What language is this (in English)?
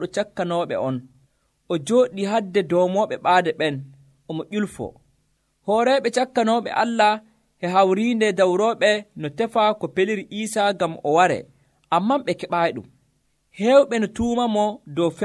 Nigerian Fulfulde